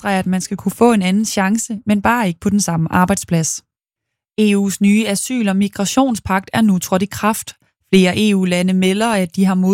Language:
Danish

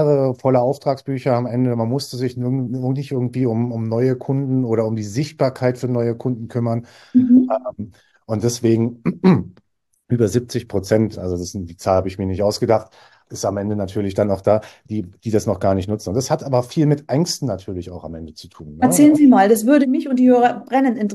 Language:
German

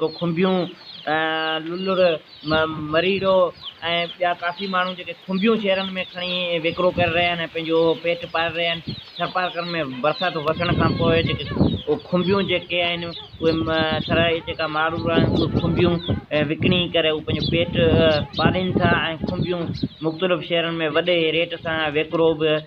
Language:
Sindhi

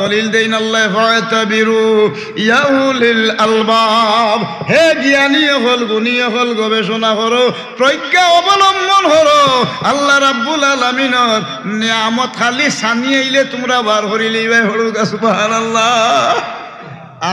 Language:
Sylheti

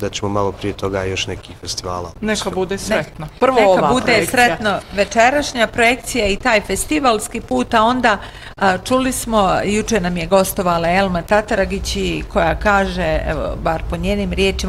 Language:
Bosnian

